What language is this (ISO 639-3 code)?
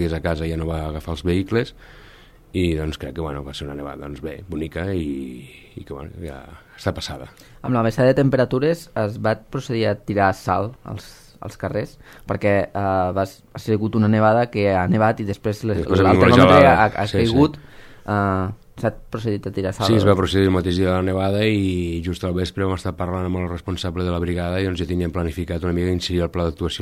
cat